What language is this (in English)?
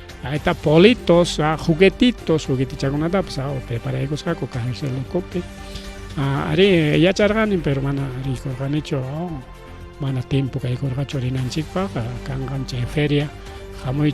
Ayacucho Quechua